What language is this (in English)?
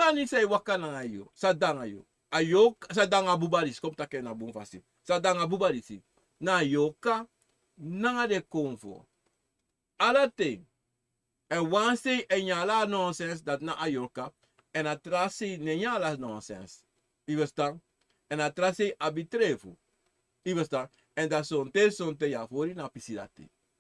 Sranan Tongo